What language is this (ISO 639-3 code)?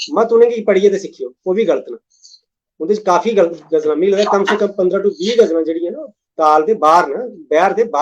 doi